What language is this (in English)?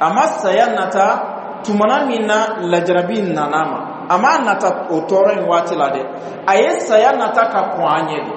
Bambara